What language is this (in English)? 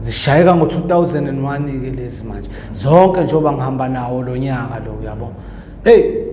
Zulu